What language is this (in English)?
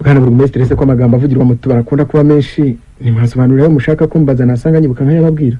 Kinyarwanda